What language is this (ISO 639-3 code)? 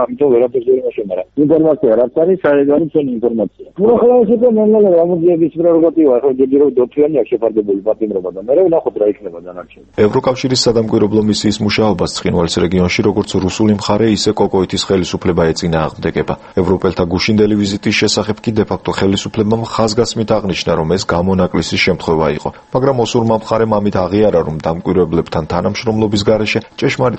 kat